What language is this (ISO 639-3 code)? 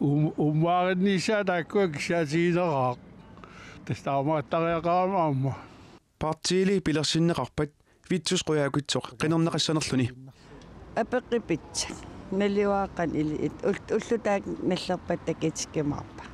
kal